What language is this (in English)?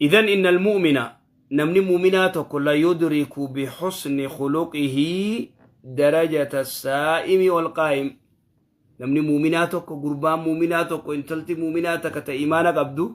Oromo